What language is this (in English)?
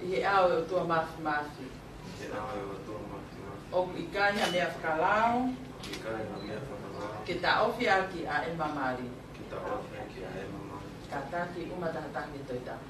Tongan